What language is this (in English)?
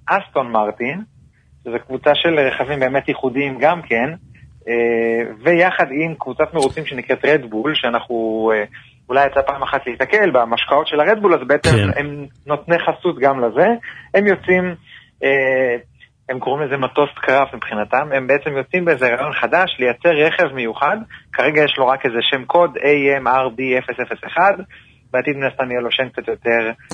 Hebrew